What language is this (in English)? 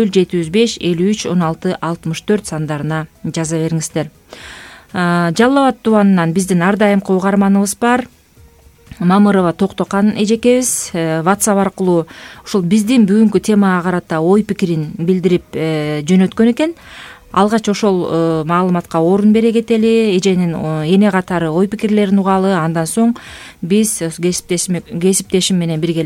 Kyrgyz